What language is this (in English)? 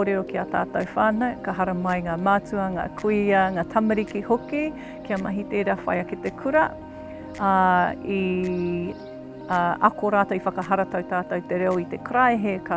Māori